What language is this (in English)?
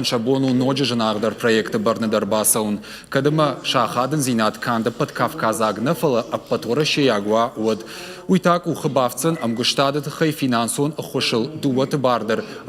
Ossetic